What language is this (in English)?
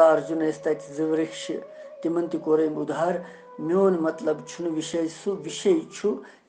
Kashmiri